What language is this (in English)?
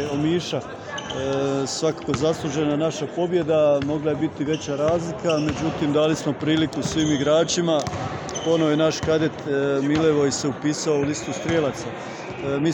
Croatian